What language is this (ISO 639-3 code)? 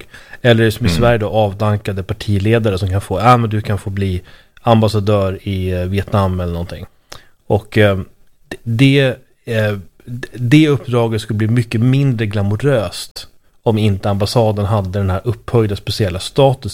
swe